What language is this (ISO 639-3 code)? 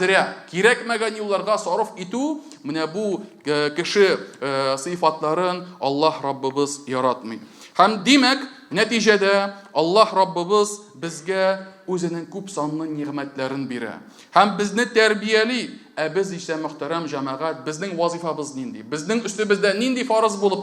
tat